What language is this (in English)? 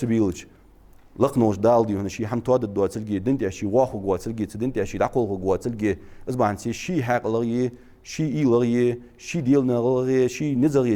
Ingush